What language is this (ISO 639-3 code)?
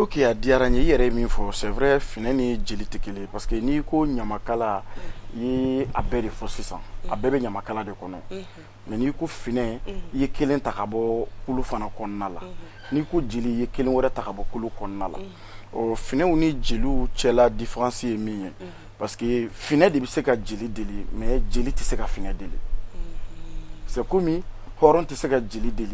bam